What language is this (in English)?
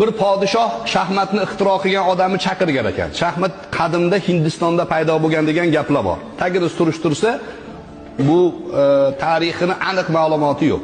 Uzbek